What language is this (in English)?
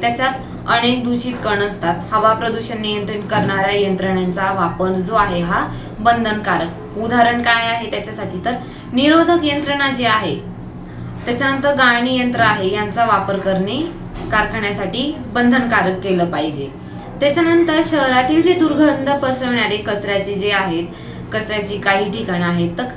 Marathi